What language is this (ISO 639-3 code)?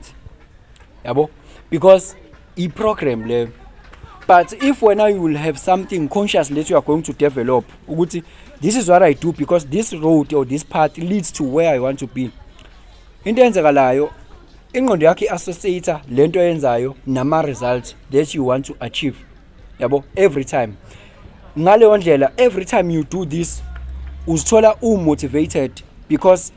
zul